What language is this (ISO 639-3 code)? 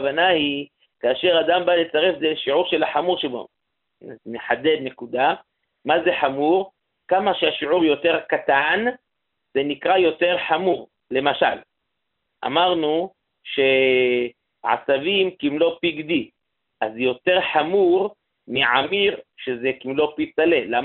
heb